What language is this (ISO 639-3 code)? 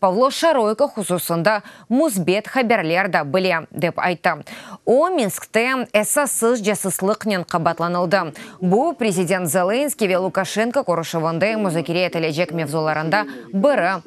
crh